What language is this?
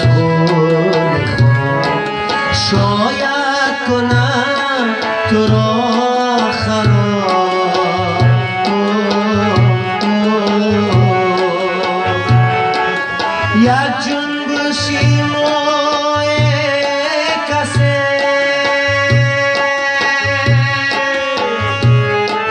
Persian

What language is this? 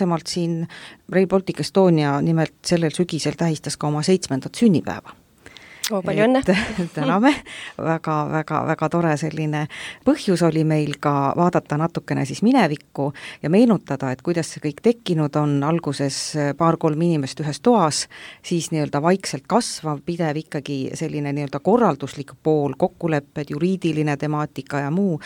Estonian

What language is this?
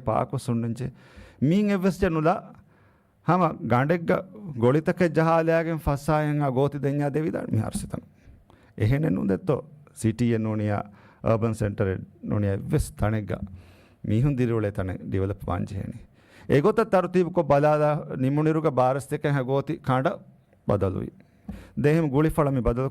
Divehi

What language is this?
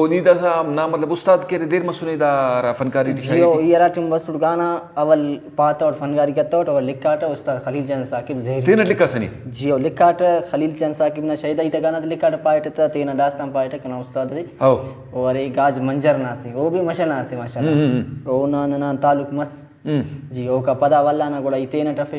Brahui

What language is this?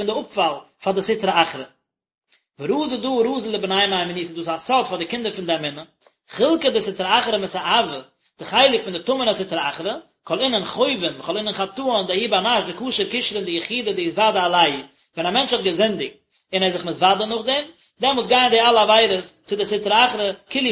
Yiddish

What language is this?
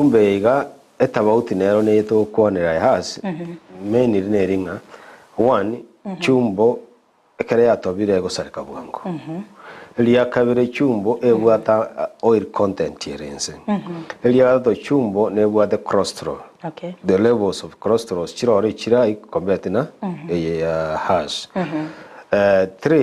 Gusii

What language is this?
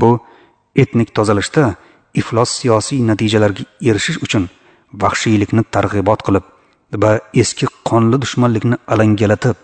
Uzbek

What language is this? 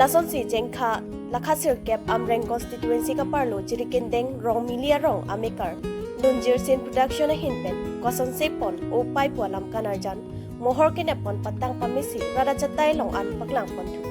Karbi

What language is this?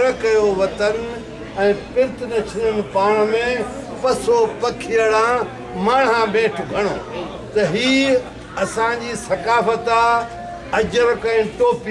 Sindhi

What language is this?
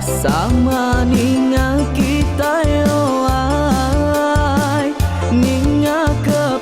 Iban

